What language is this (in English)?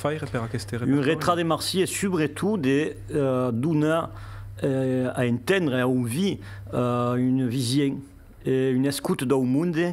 Occitan